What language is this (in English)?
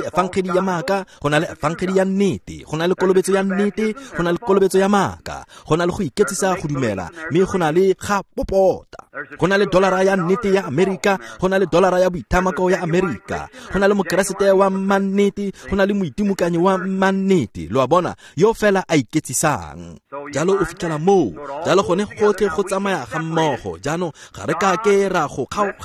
Tswana